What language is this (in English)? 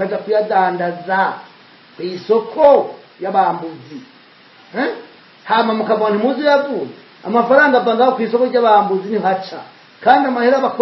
Rundi